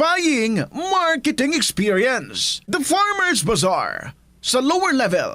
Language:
Hiligaynon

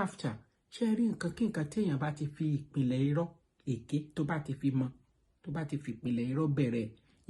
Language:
Yoruba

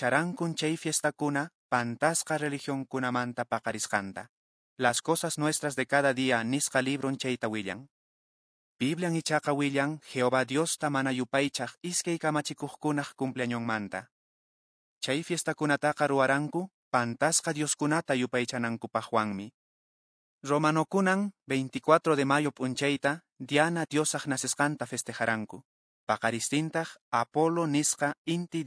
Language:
Quechua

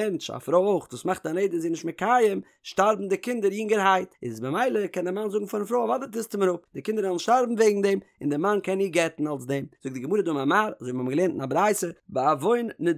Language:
Yiddish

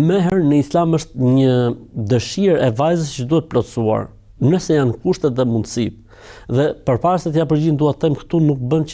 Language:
Albanian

